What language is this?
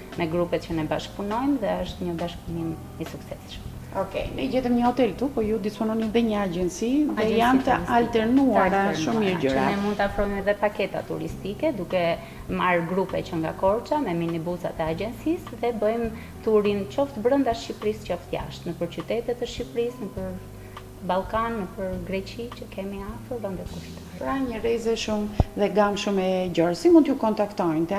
Albanian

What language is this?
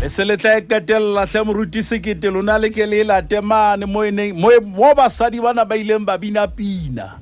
Southern Sotho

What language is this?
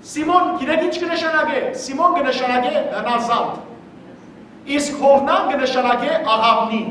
Western Armenian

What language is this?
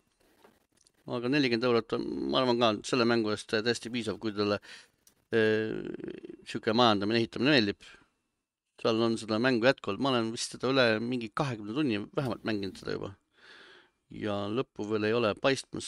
Estonian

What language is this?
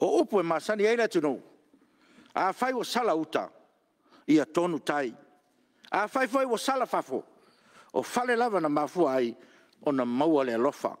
Samoan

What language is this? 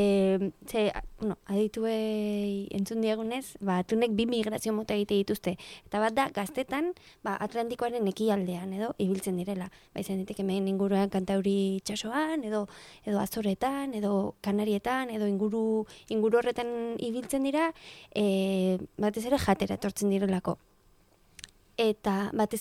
Basque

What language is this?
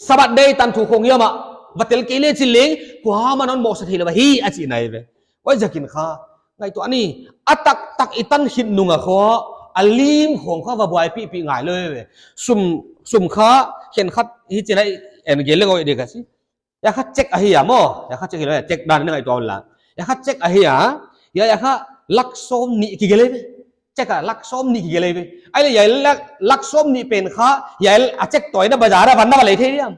Paite Chin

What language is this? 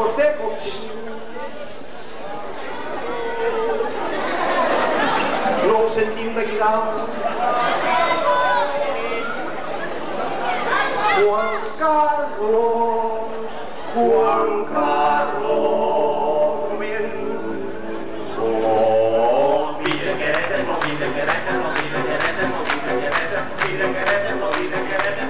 Catalan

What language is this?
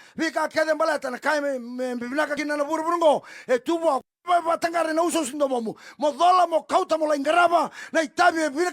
Fijian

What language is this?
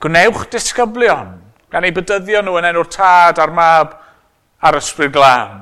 Welsh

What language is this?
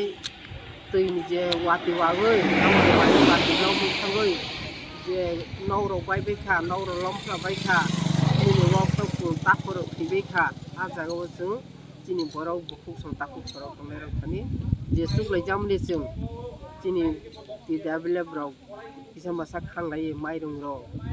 Kok Borok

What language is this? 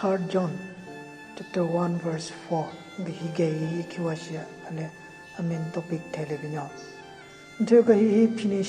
Southern Rengma Naga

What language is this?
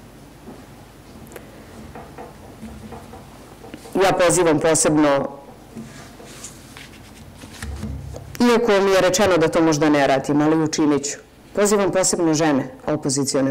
Serbian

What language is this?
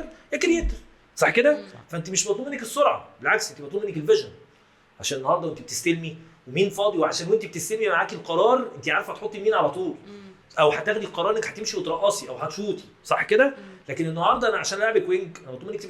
Egyptian Arabic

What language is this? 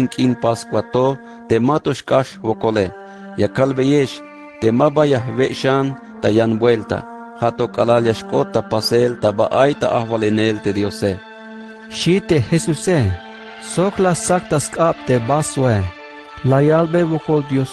Tzeltal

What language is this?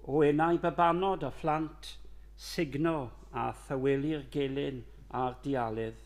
Welsh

